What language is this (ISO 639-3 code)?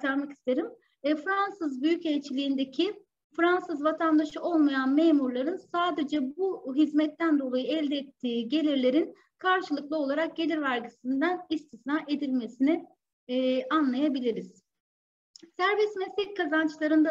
tur